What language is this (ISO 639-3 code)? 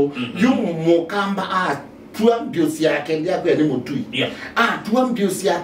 kam